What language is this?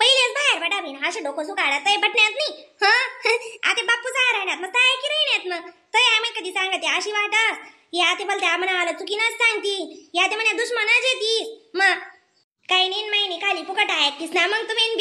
Khandesi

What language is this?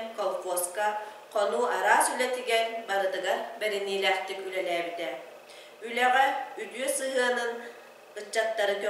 Yakut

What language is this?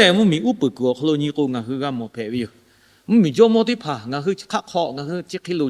Lahu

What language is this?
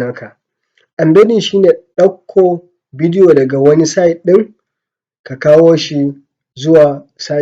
Hausa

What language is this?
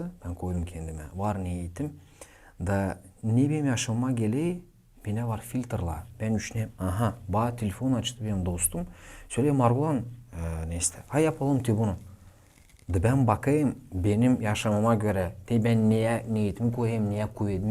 Gagauz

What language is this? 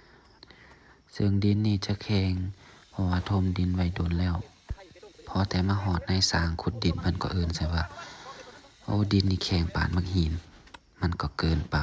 Lao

